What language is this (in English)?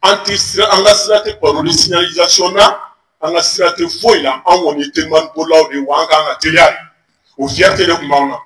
Bambara